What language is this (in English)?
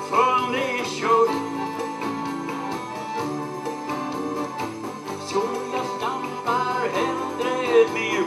Swedish